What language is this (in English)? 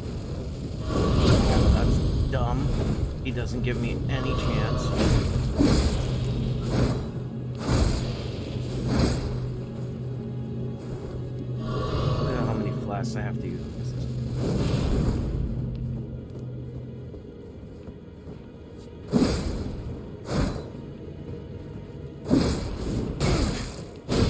English